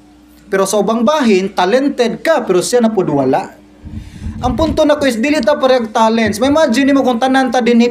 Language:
Cebuano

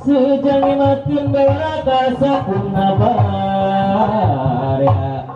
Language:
Sundanese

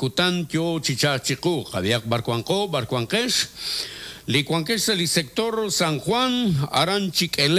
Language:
Kekchí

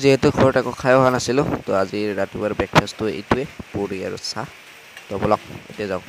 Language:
Assamese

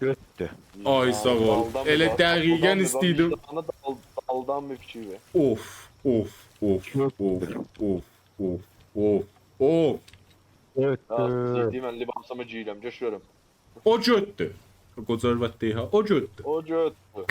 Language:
South Azerbaijani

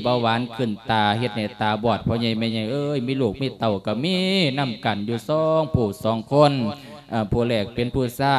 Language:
Lao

